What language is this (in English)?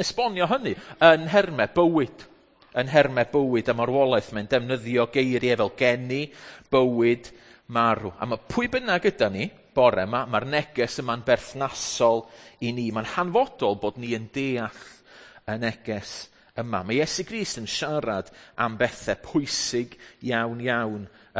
Welsh